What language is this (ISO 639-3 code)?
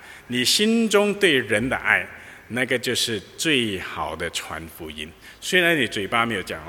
zho